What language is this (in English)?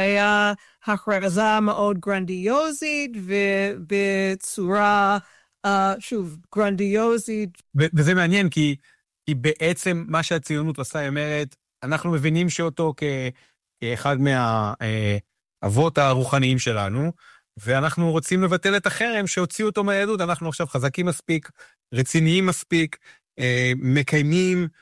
Hebrew